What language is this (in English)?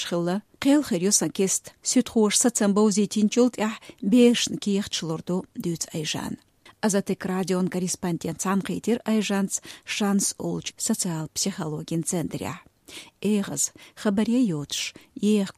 Chechen